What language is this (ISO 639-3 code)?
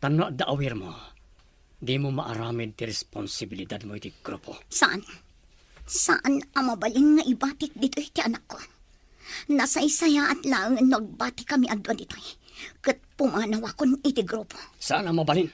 ilo